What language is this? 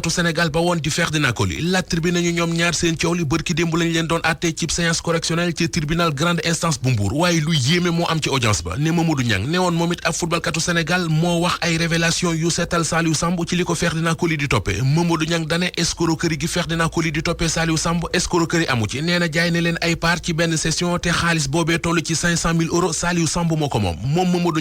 Wolof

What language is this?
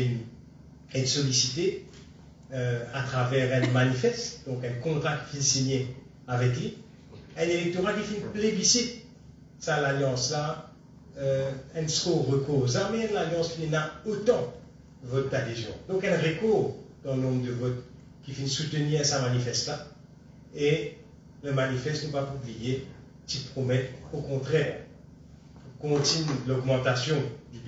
Morisyen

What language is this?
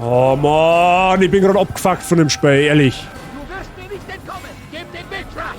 Bavarian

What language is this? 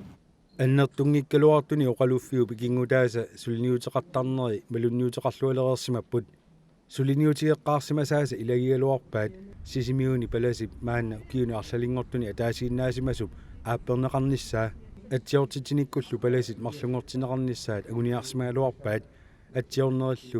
Kalaallisut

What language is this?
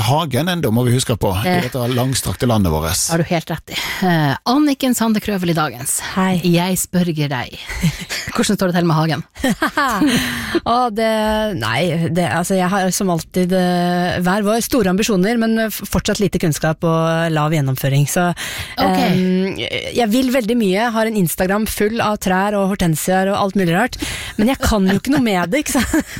Norwegian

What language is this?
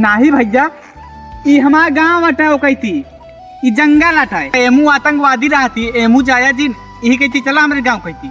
Awadhi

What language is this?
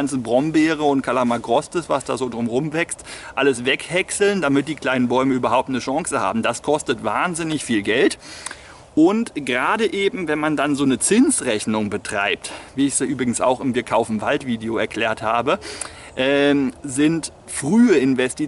German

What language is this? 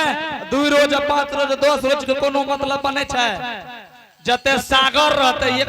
Angika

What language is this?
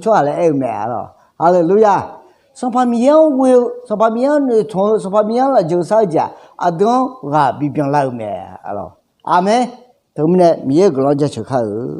Akha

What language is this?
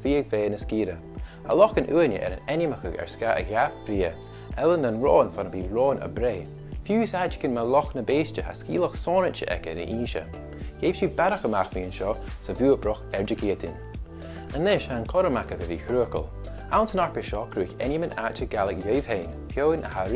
Scottish Gaelic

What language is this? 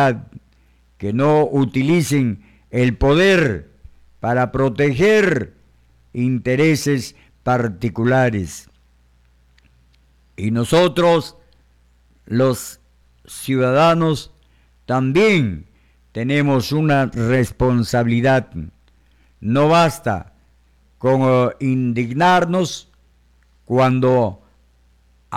Spanish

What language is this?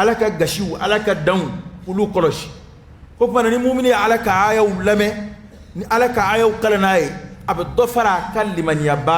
Dyula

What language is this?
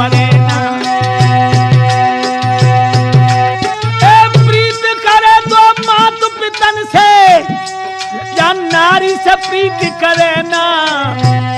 Hindi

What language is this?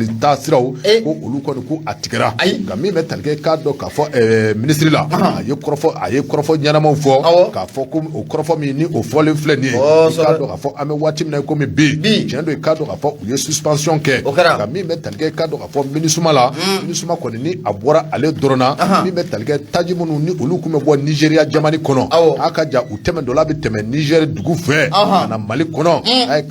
Bambara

